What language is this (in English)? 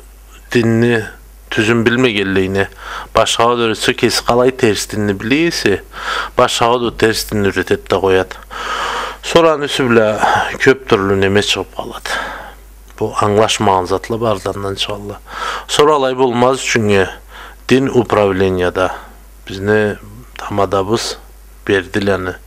Karachay-Balkar